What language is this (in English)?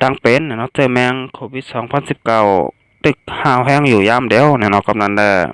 Shan